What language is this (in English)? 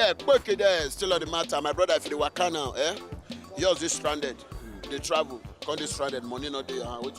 Nigerian Pidgin